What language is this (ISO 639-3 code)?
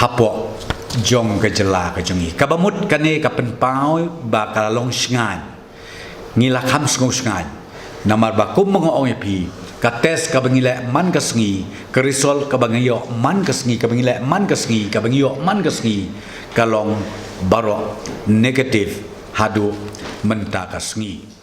kha